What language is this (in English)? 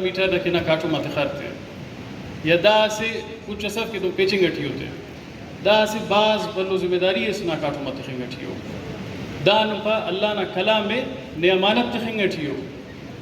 Brahui